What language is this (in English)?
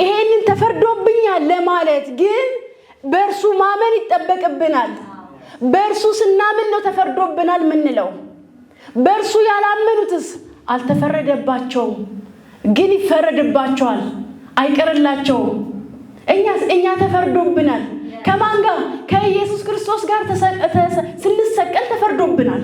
Amharic